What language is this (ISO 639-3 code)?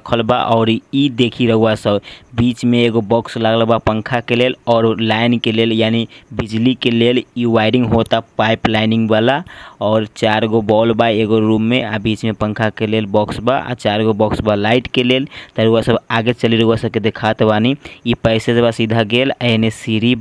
bho